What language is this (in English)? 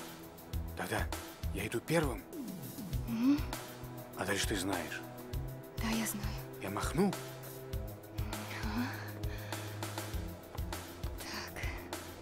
Russian